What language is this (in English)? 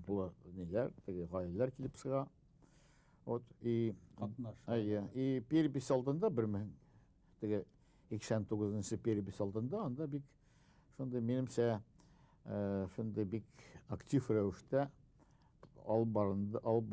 Bashkir